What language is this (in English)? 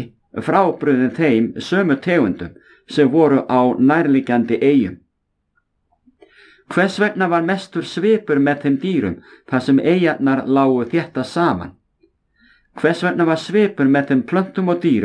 Icelandic